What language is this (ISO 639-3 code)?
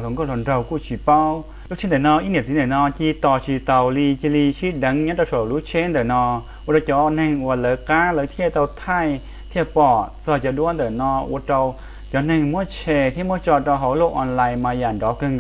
hmn